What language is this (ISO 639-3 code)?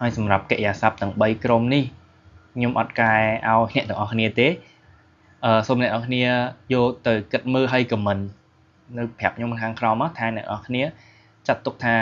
khm